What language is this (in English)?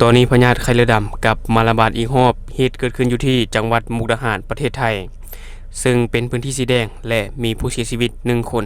Lao